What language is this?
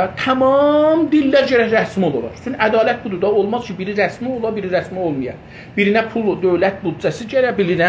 South Azerbaijani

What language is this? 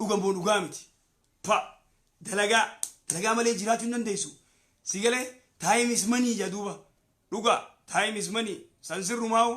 Oromo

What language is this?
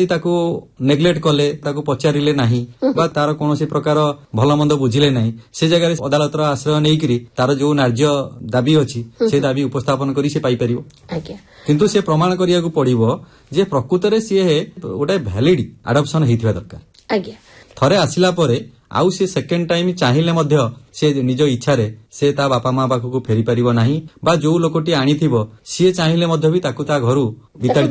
Odia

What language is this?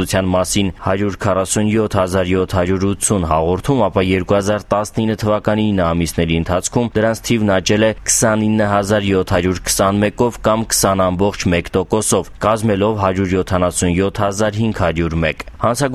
Armenian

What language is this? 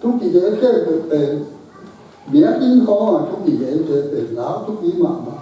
Tedim Chin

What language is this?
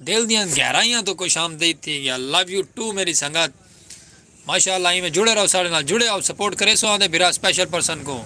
Saraiki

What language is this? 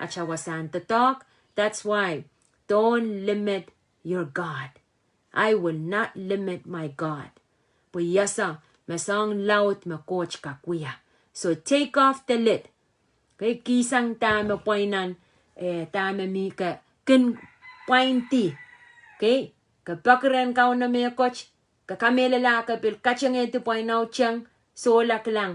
Pohnpeian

